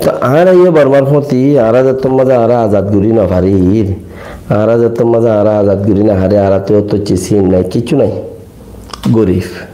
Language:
Rohingya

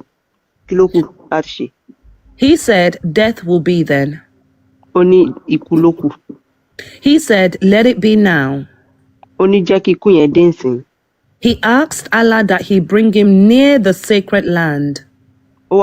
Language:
Yoruba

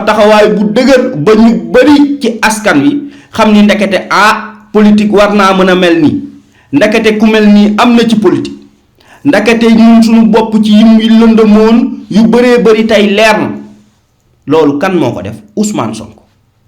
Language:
Wolof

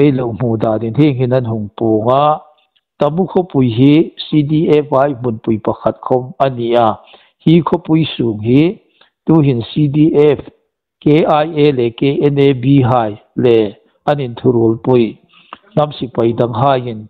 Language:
Hmar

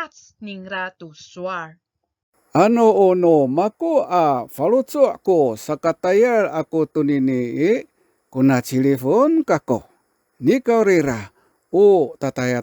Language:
Amis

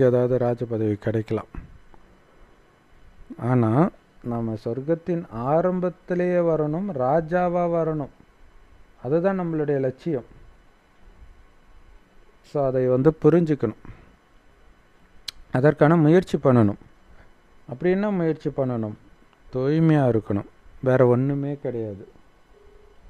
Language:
Tamil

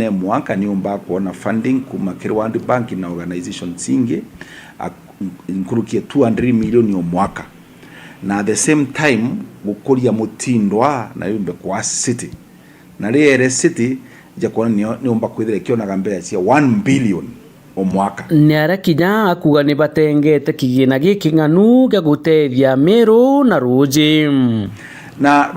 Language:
Meru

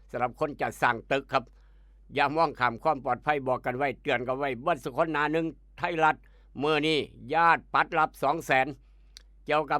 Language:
Northeastern Thai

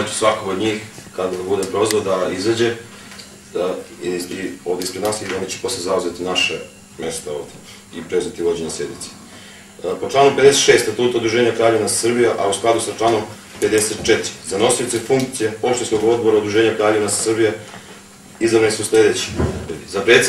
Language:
Serbian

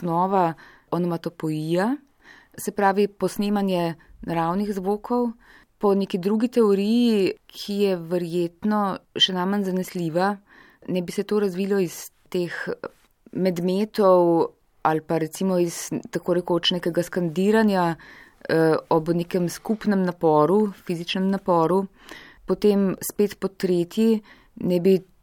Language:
Slovenian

